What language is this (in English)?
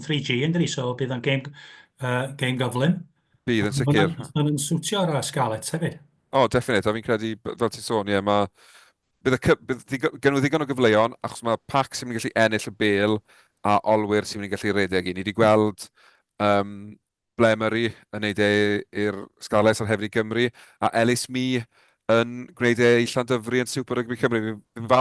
Welsh